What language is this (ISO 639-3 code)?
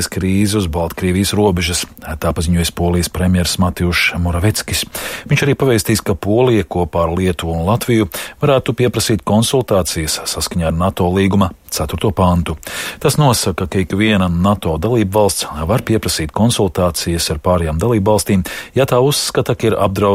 lav